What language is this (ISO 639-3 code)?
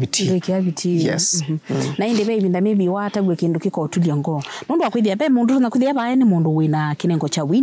kam